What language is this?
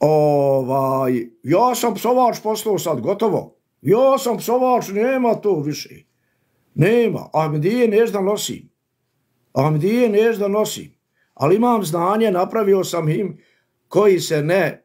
Bosnian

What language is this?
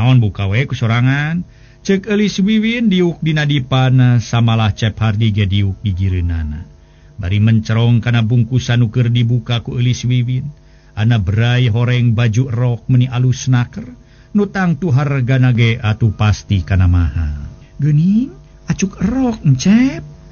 Sundanese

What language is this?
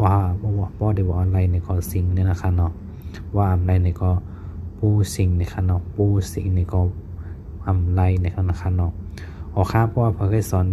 Shan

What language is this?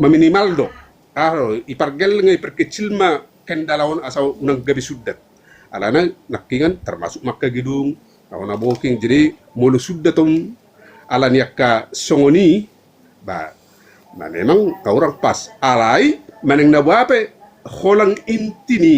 Batak Toba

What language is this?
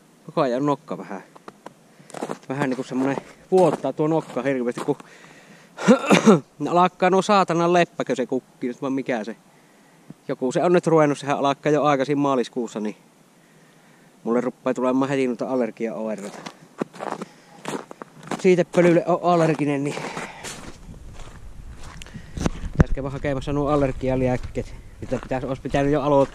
Finnish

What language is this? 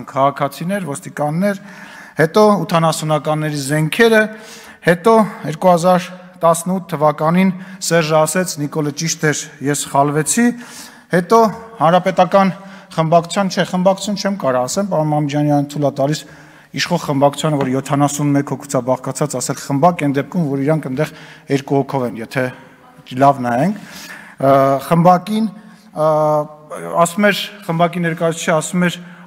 Armenian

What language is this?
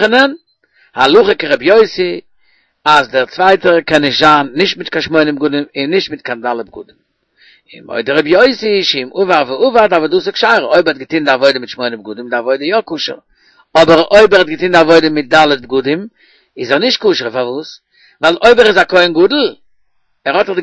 Yiddish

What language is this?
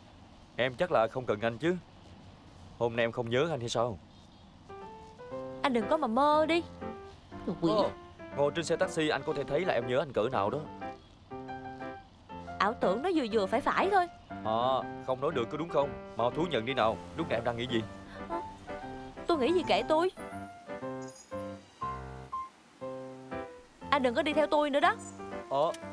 Vietnamese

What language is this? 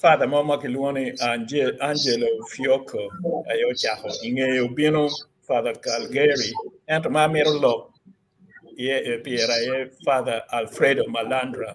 Acoli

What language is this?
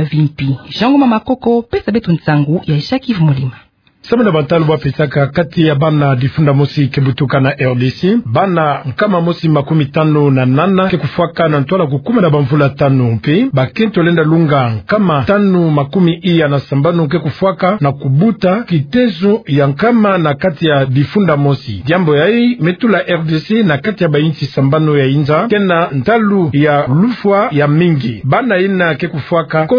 Kituba (Democratic Republic of Congo)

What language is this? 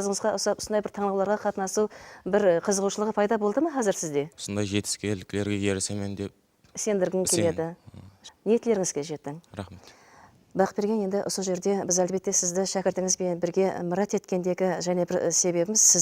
Kara-Kalpak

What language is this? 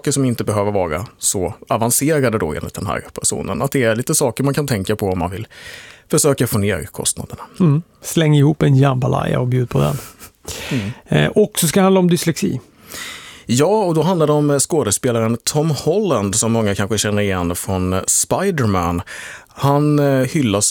Swedish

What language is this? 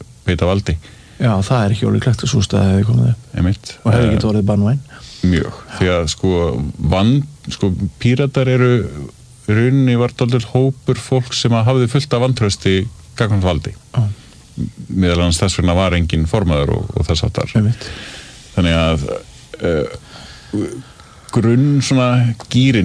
Icelandic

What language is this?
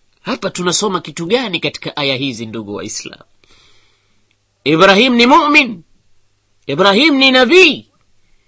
Swahili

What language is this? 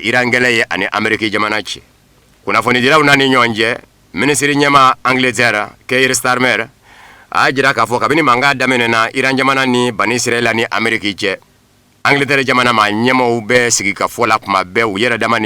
Bambara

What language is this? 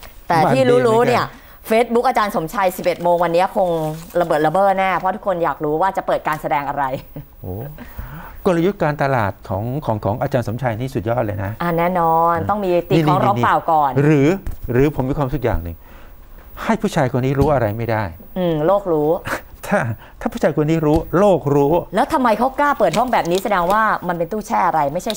Thai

